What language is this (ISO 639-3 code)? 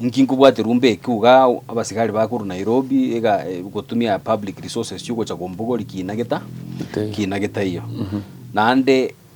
guz